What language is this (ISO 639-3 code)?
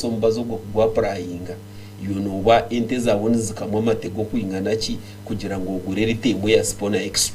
nyn